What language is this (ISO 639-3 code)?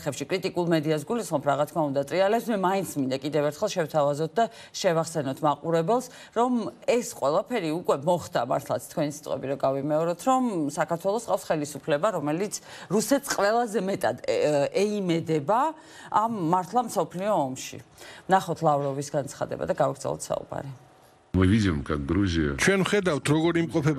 kat